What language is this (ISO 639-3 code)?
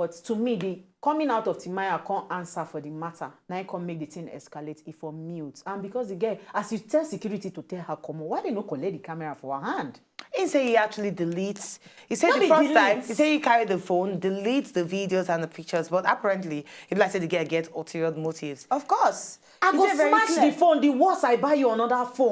pcm